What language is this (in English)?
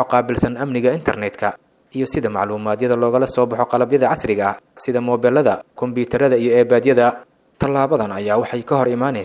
Somali